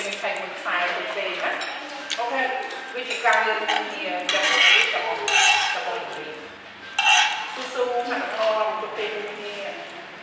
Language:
Vietnamese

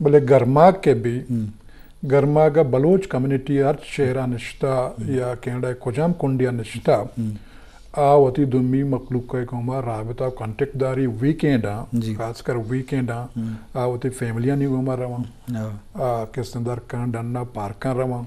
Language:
Eastern Balochi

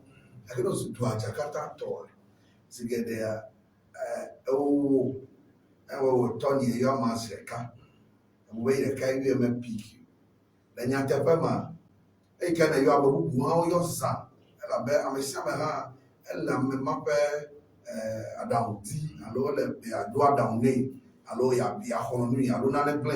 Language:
Ewe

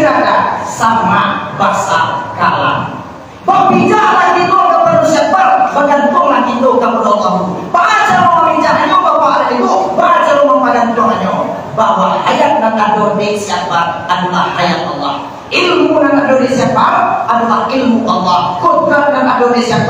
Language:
Minangkabau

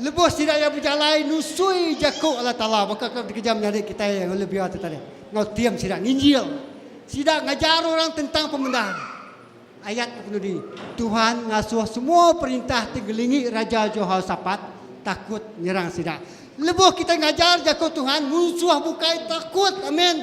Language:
Iban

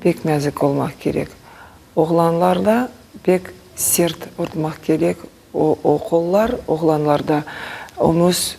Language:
Crimean Tatar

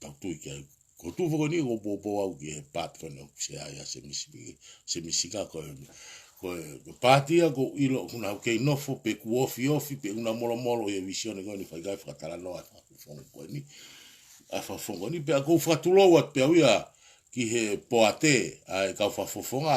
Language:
Tongan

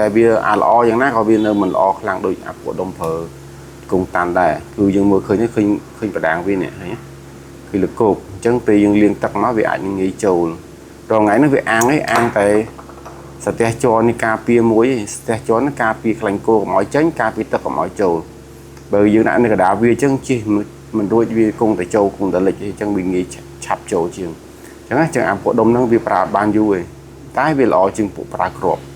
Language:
Khmer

